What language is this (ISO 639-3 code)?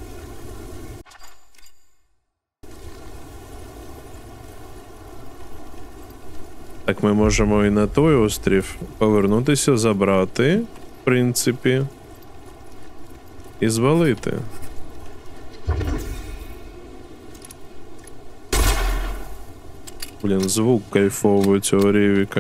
ukr